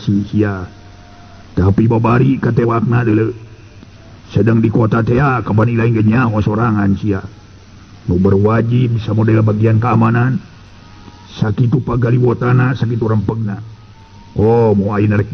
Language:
Sundanese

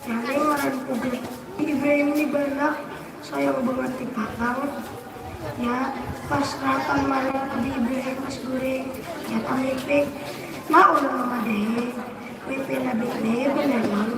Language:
Banjar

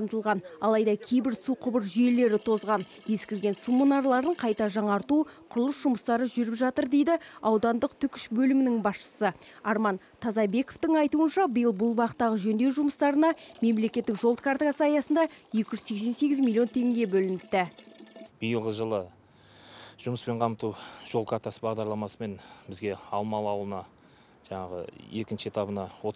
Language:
Kazakh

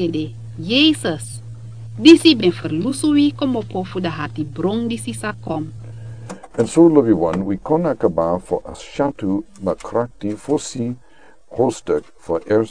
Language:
Sranan Tongo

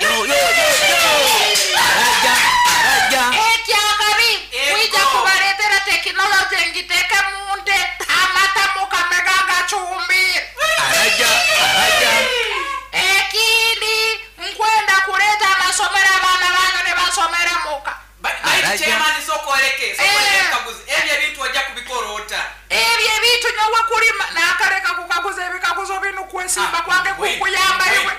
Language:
Nyoro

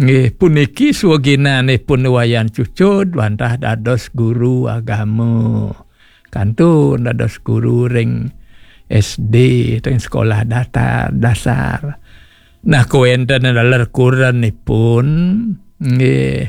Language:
Balinese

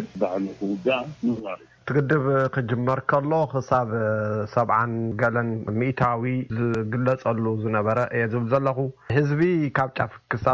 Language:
Tigrinya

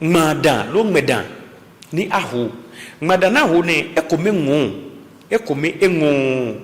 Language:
Ga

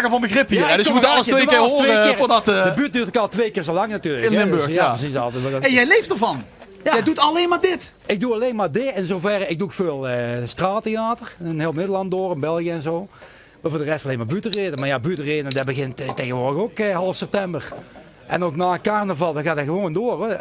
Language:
Limburgish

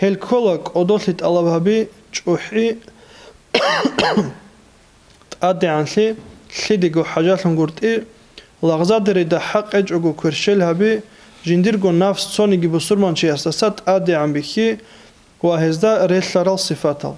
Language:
Avaric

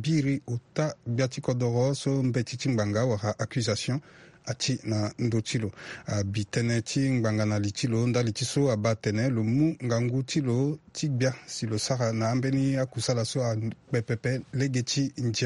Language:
Sango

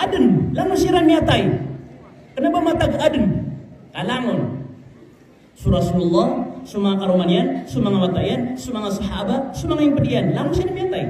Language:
Maranao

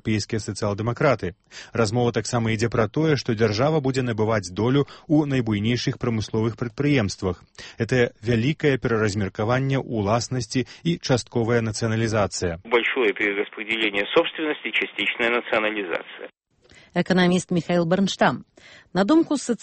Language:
Belarusian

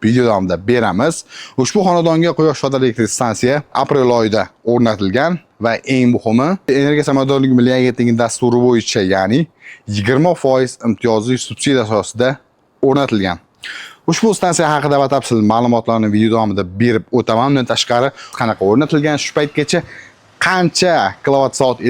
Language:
Uzbek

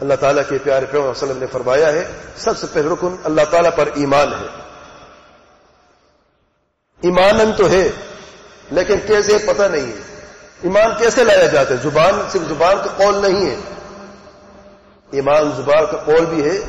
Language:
Urdu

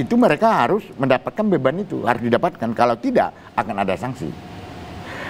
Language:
Indonesian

